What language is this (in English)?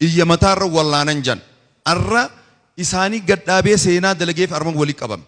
Oromo